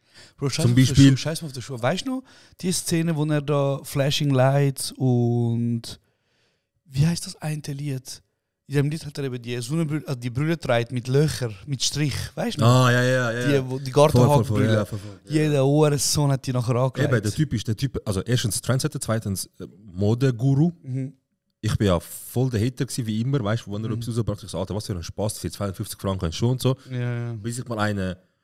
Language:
Swiss German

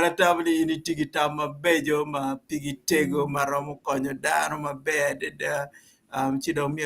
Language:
Acoli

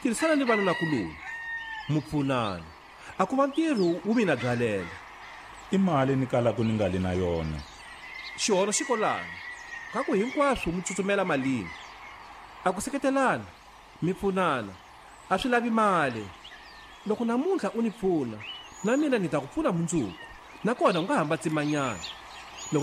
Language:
Tsonga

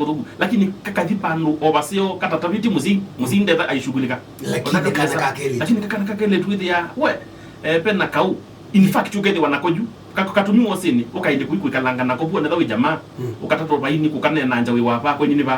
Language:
Kamba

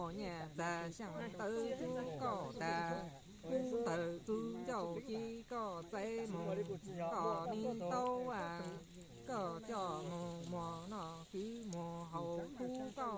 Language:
Hmong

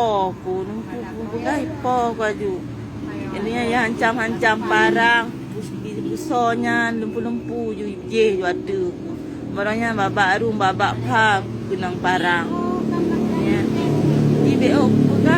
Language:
Achinese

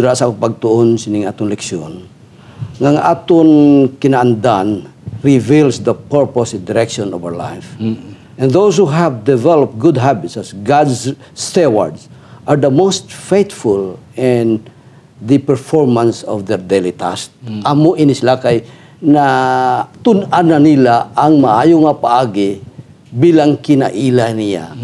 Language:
Hiligaynon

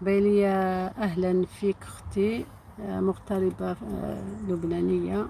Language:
Algerian Arabic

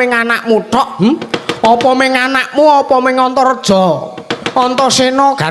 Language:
Javanese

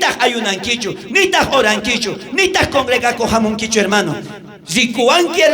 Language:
South Bolivian Quechua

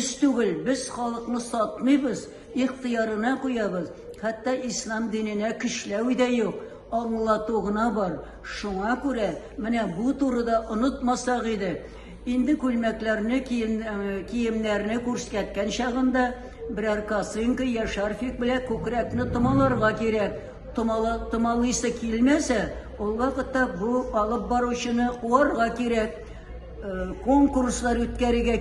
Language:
Tatar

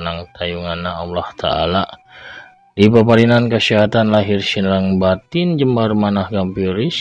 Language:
Sundanese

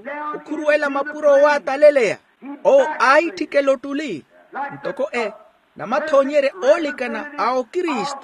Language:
Makhuwa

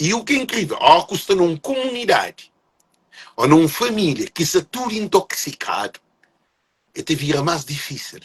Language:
Kabuverdianu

